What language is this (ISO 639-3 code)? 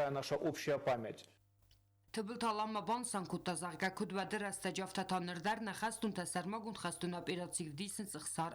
oss